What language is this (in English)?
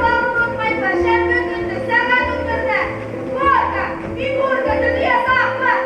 Bashkir